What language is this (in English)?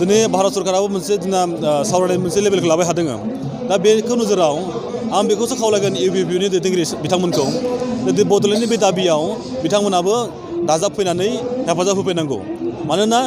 Bodo